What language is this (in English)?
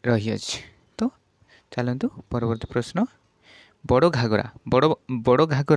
Odia